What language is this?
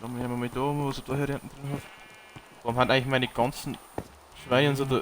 Bavarian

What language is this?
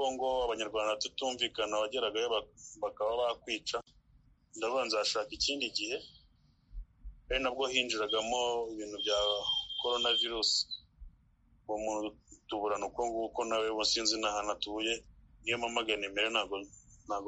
Kinyarwanda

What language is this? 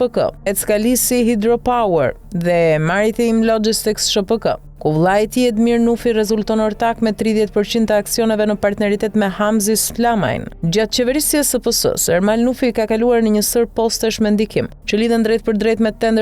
Albanian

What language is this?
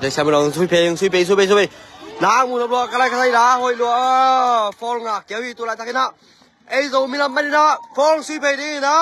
Tedim Chin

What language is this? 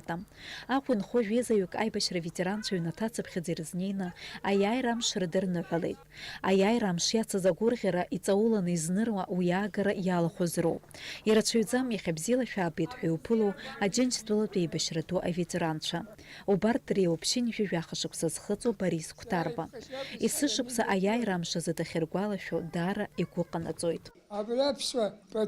Abkhazian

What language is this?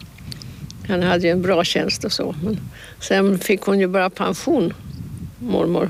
Swedish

